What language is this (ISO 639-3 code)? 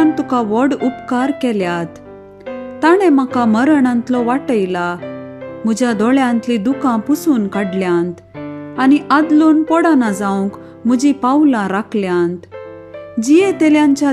kok